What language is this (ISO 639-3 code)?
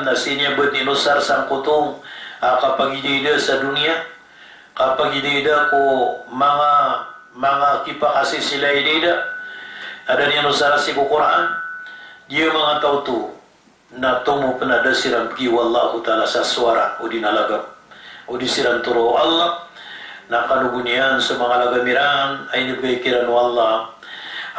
mrw